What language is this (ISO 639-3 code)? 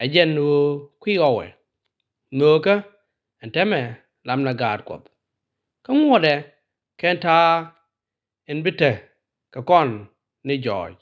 nus